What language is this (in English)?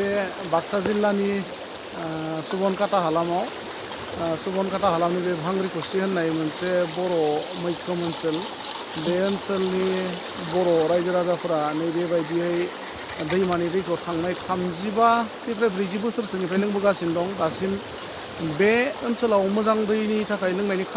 Bodo